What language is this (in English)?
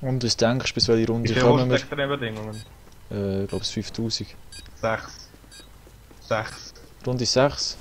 Swiss German